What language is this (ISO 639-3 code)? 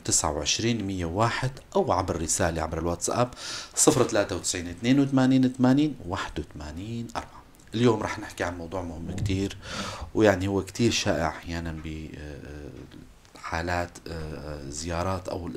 apc